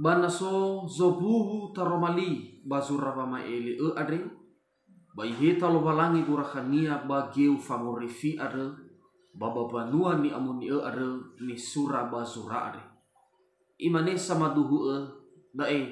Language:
Nias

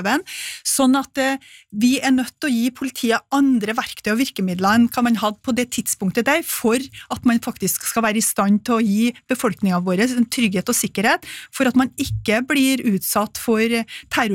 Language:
Norwegian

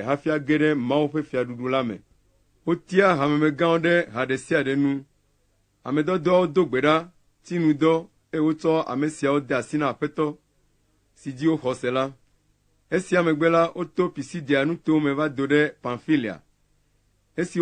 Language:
Ewe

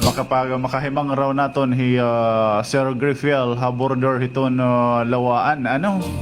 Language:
Waray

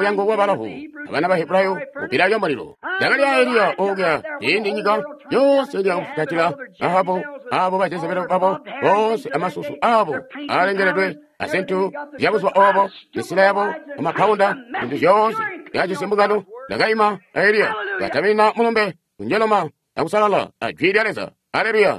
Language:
Tonga (Zambia)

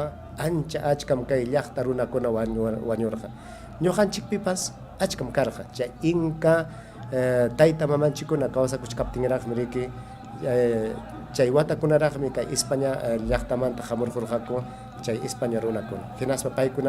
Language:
Ayacucho Quechua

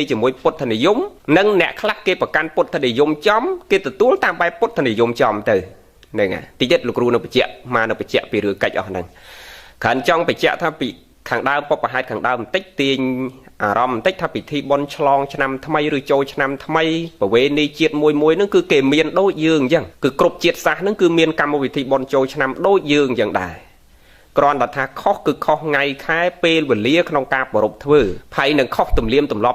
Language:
Khmer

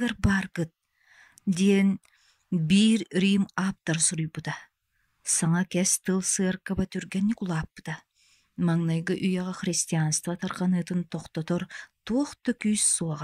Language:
Yakut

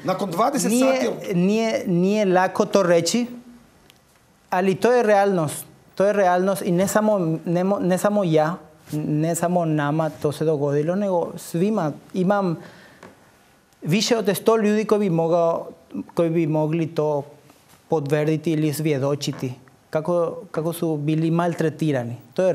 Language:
Croatian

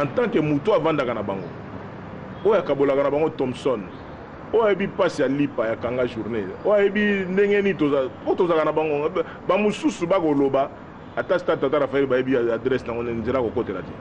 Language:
Lingala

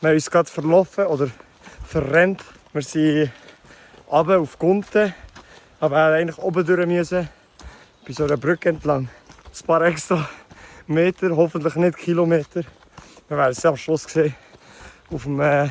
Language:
Swiss German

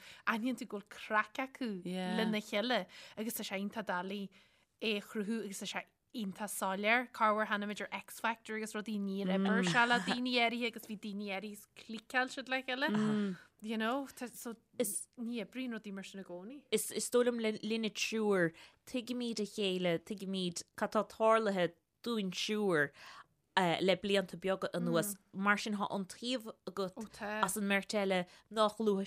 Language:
Irish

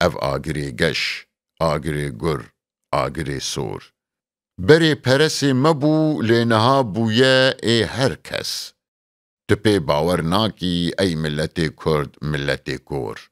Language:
Kurdish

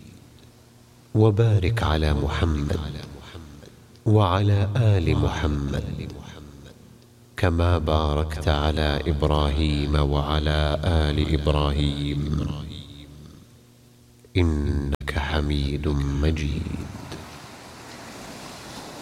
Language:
Arabic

